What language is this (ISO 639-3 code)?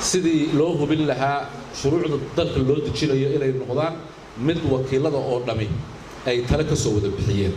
som